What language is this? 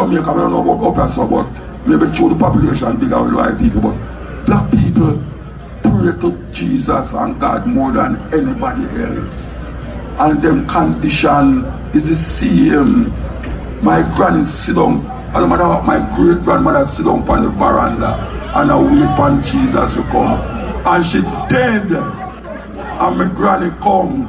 Jamaican Creole English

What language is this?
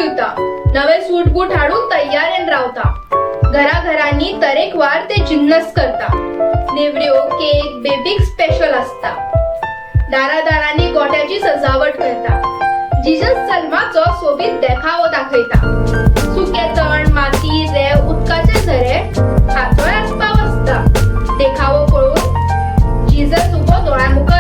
Konkani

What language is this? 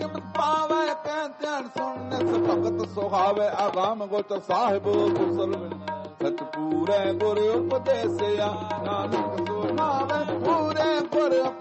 Punjabi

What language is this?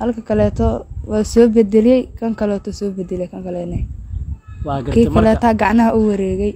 Somali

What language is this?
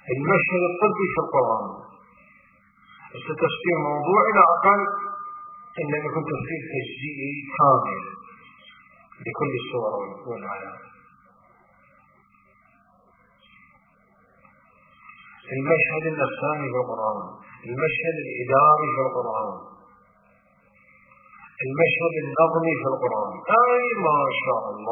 Arabic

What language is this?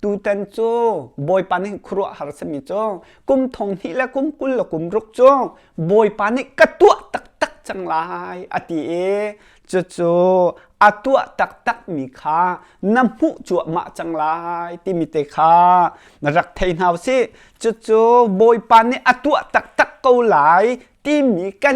Hakha Chin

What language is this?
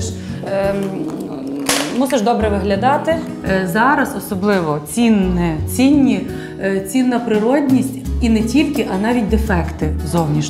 Ukrainian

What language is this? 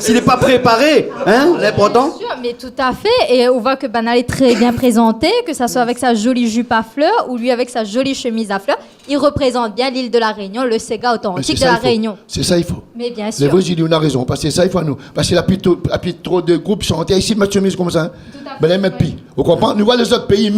Réunion Creole French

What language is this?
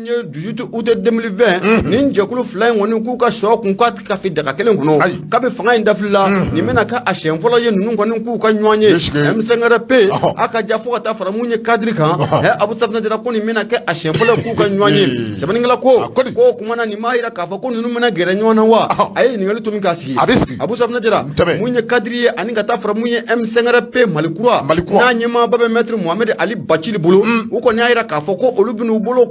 Bambara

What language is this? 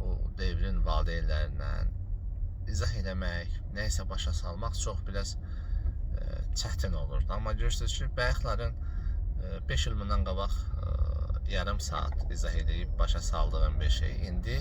Azerbaijani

